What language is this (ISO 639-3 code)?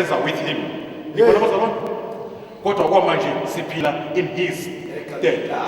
zul